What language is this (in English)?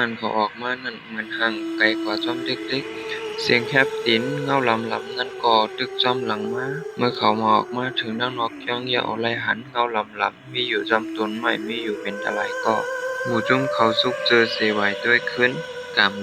Shan